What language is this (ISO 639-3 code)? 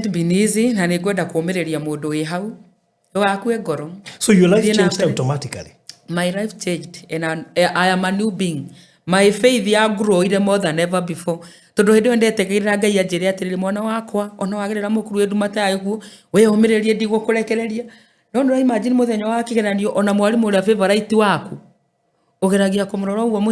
kik